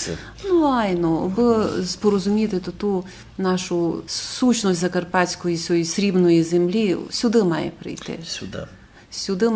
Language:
Rusyn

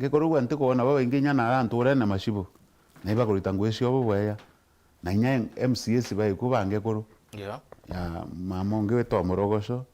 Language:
Meru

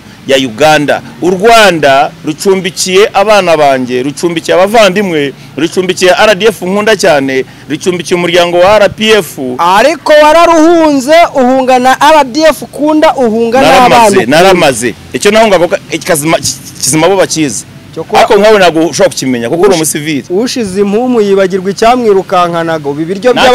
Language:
Kinyarwanda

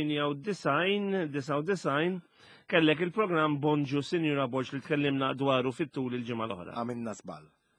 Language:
Maltese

